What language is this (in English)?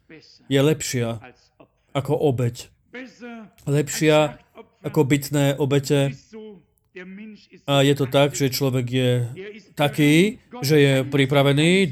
Slovak